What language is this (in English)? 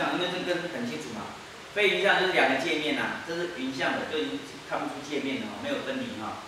Chinese